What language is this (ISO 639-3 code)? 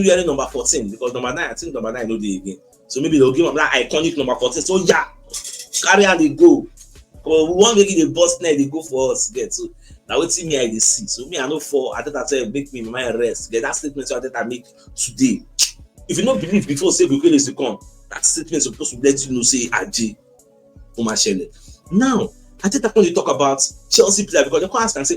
pcm